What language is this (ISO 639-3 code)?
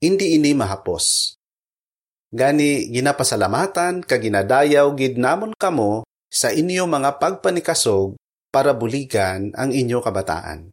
hil